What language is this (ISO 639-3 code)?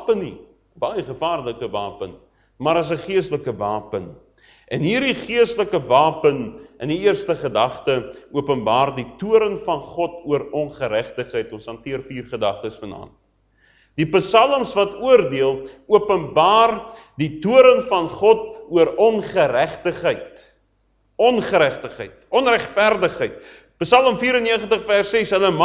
afr